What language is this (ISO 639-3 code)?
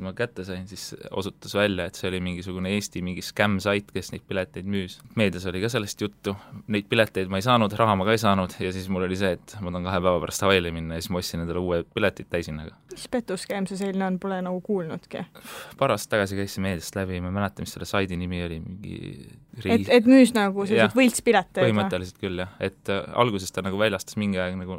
est